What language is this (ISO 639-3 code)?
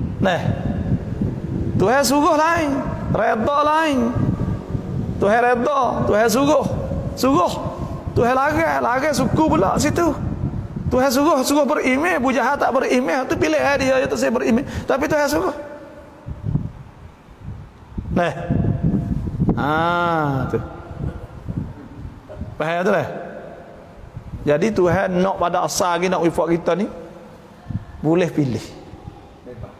msa